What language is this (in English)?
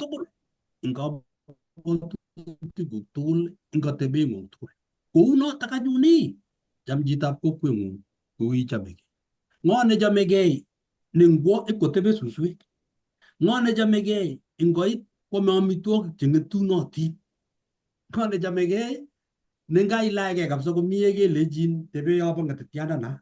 Kalenjin